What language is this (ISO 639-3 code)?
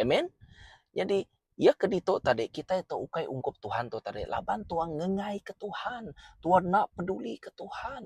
iba